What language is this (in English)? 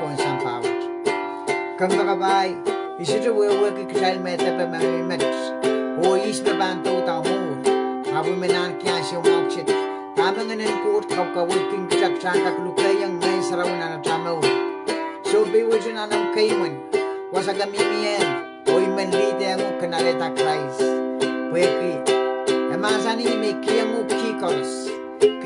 Pohnpeian